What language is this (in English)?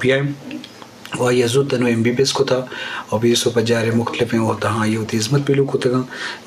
Eastern Balochi